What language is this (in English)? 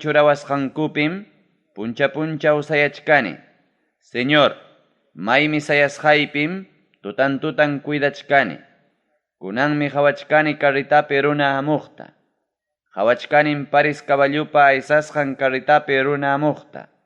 Ayacucho Quechua